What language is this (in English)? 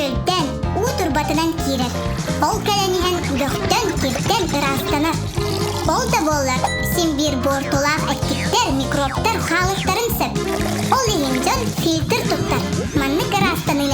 Yakut